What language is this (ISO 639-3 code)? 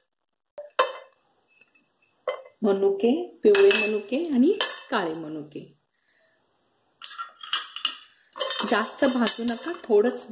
mar